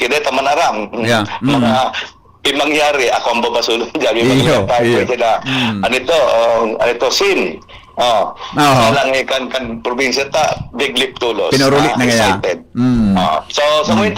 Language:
Bikol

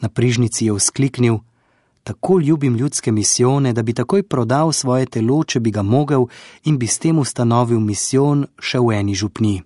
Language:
Slovenian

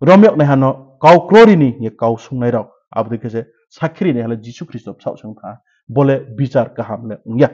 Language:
Riang (India)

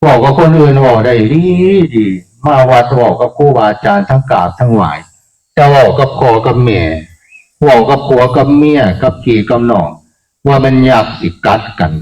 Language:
Northeastern Thai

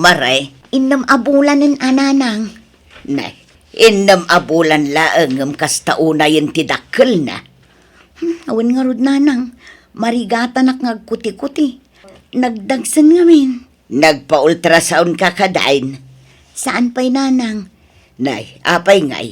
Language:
Iloko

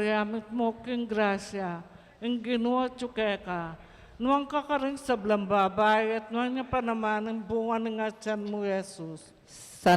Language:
Pampanga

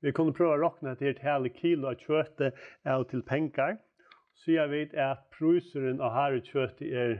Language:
Faroese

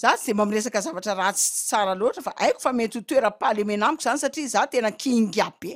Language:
Malagasy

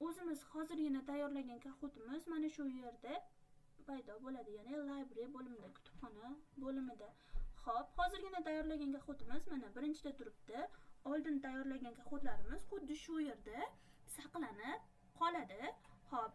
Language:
Uzbek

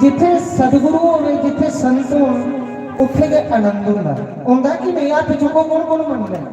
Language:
Dogri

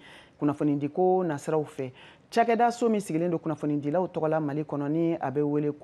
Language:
Bambara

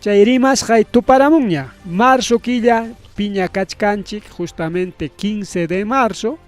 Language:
Ayacucho Quechua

